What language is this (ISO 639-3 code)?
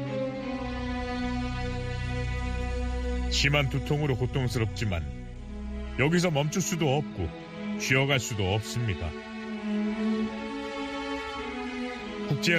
kor